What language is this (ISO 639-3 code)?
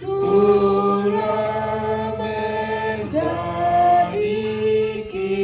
sda